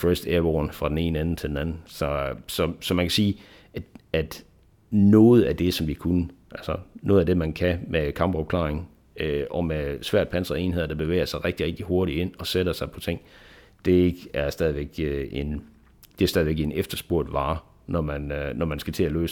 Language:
Danish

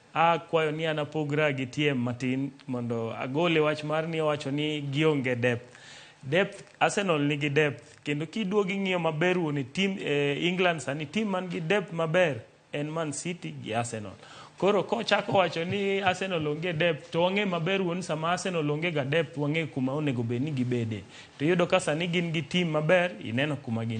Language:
Luo (Kenya and Tanzania)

